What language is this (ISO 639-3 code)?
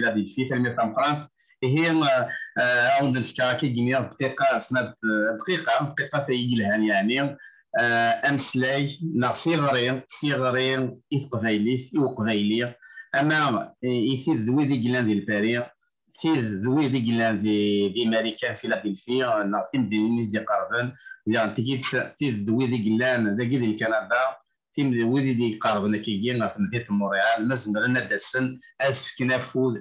kab